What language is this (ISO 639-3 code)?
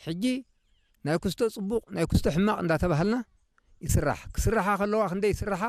tir